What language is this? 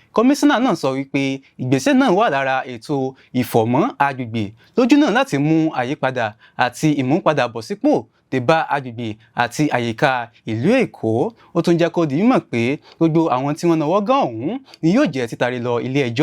Yoruba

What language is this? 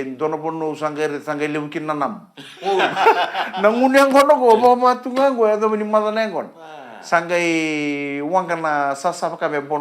Fijian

